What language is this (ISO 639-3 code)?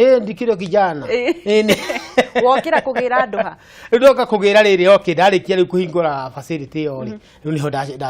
kik